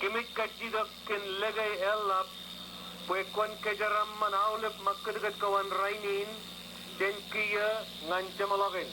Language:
Marshallese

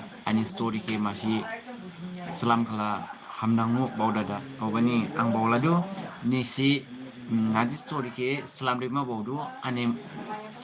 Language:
Dimasa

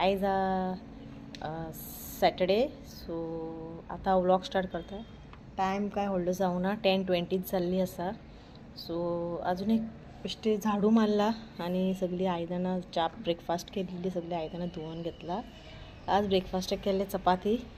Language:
Konkani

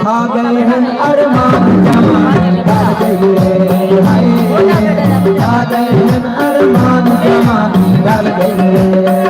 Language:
Saraiki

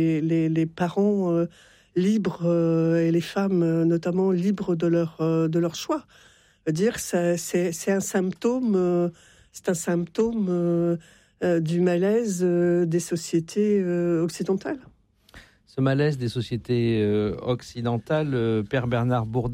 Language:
French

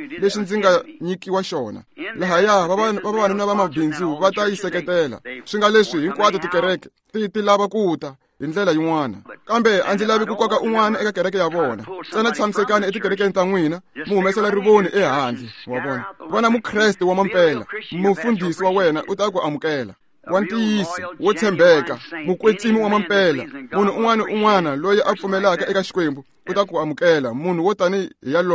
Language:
Tsonga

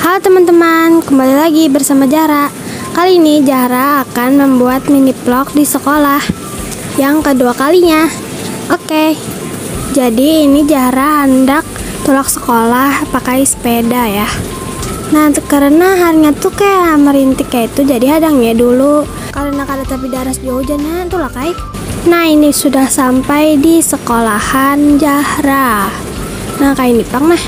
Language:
Banjar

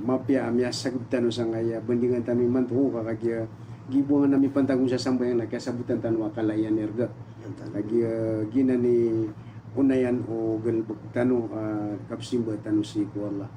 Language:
Maranao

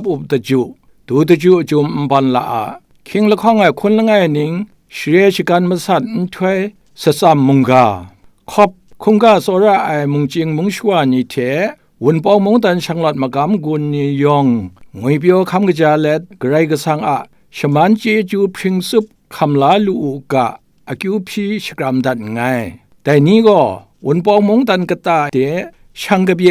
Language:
Kachin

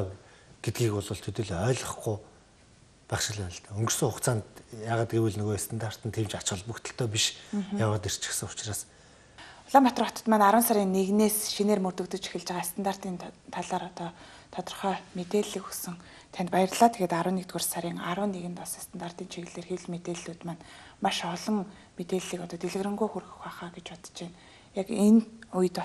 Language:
Mongolian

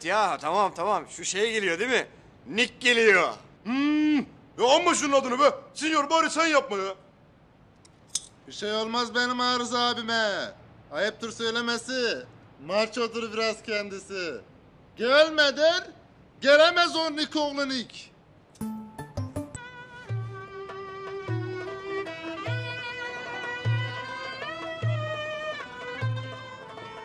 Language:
Turkish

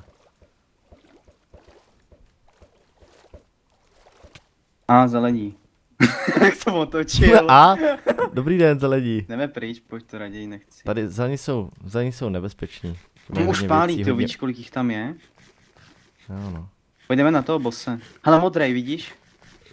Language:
Czech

